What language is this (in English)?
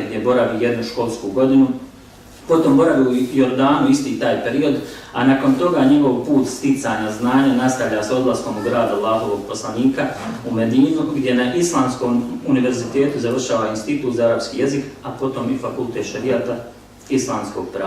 Bosnian